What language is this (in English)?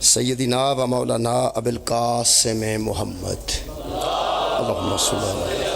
Pahari-Potwari